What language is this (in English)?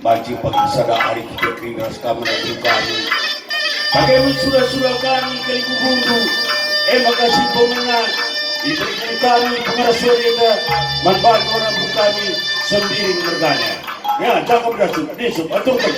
Batak Karo